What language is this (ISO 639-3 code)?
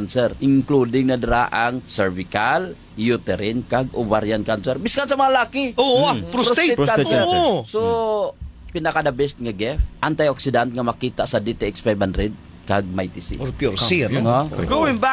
hil